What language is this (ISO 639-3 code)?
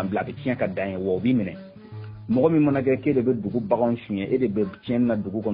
bam